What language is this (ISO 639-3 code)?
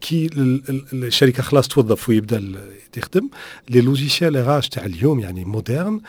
aeb